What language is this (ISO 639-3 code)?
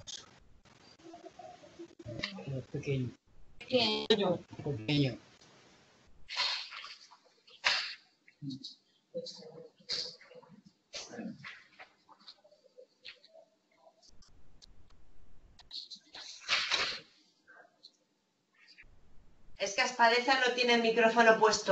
spa